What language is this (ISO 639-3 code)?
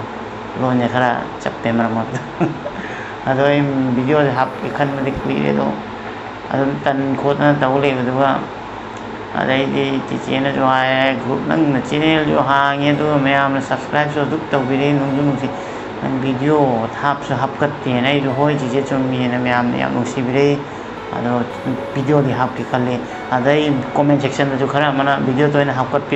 mni